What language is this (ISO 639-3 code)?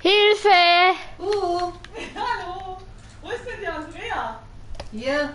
bar